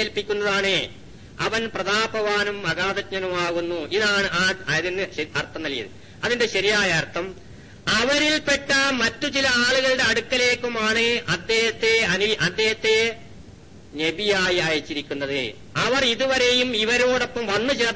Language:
Malayalam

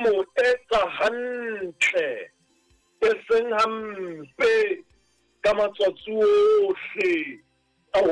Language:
Southern Sotho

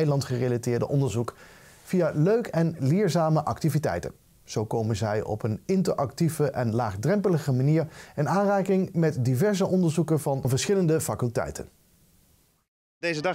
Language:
Dutch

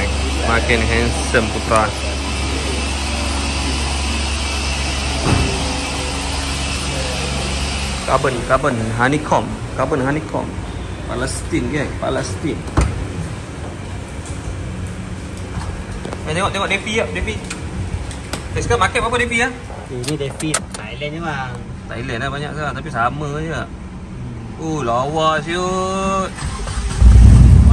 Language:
Malay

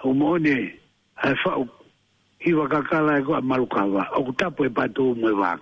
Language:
Tongan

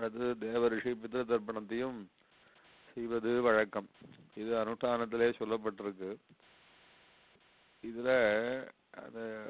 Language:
Tamil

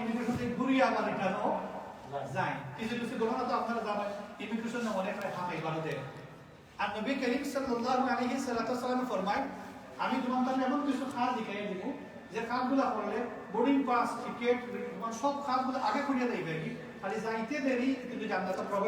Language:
Sylheti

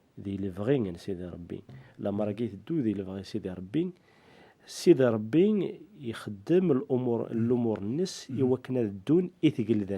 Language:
Kabyle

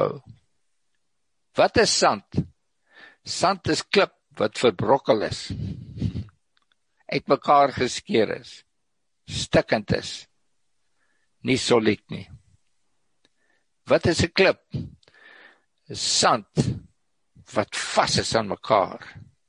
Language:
Afrikaans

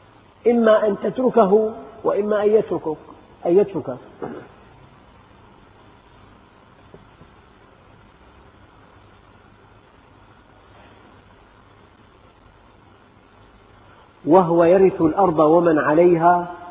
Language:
Arabic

